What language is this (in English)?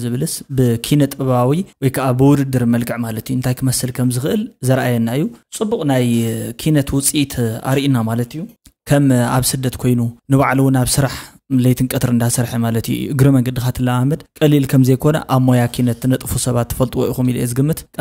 Tigrinya